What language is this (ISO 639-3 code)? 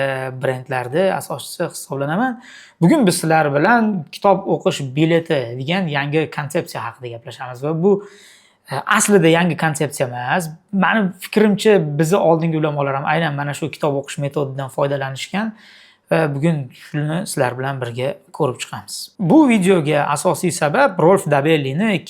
uzb